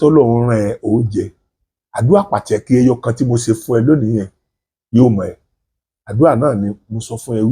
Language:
Yoruba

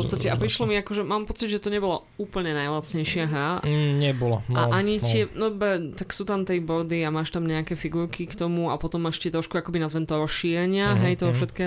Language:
Slovak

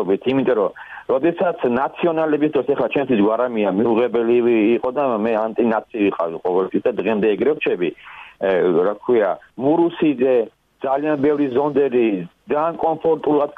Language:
Georgian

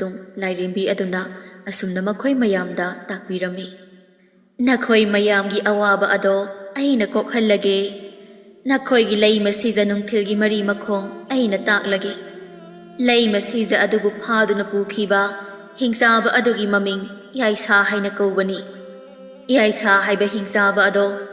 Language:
Manipuri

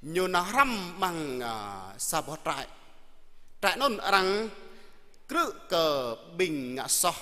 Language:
Jarai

